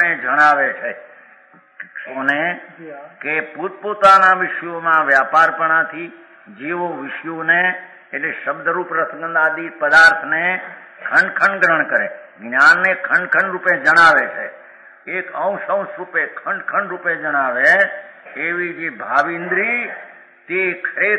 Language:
Gujarati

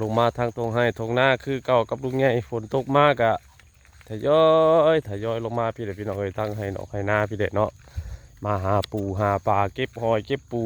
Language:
Northeastern Thai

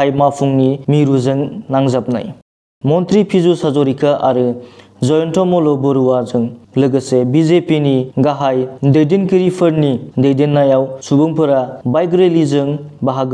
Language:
Bodo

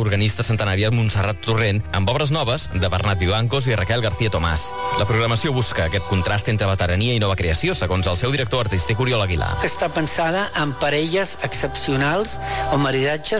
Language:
Catalan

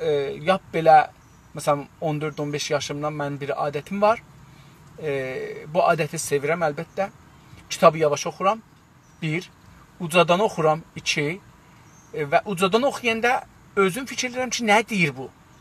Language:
South Azerbaijani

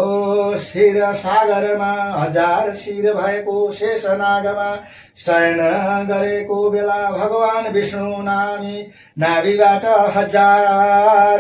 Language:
Nepali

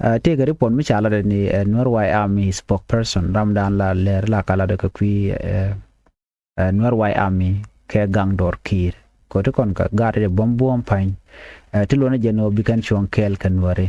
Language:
Nuer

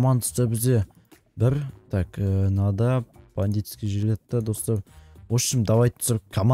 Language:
Kazakh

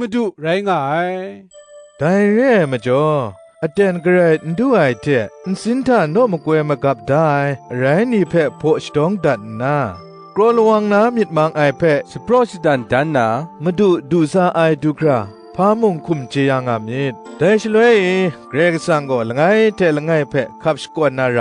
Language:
Kachin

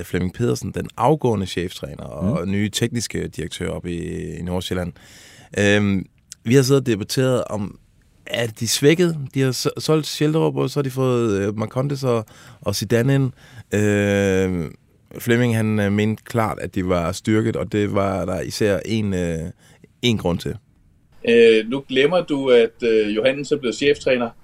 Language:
Danish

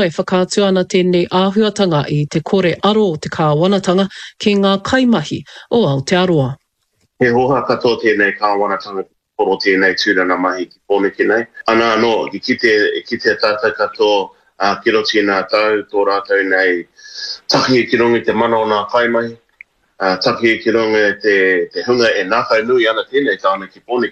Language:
Māori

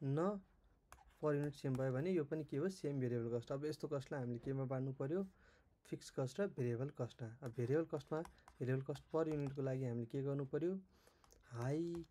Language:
Nepali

